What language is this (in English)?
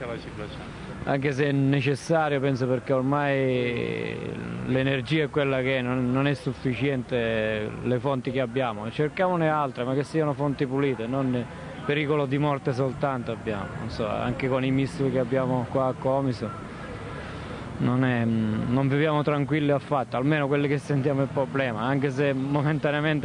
Italian